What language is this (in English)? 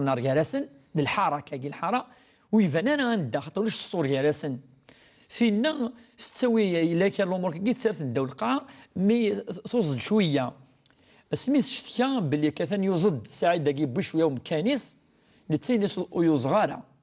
Kabyle